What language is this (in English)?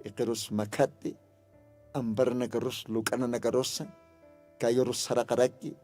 Aymara